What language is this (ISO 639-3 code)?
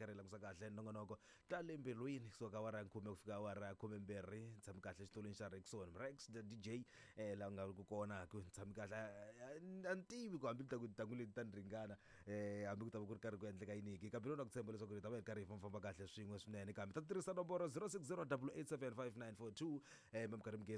tso